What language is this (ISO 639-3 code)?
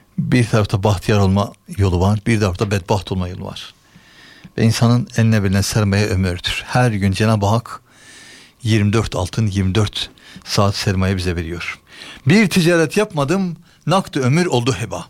tur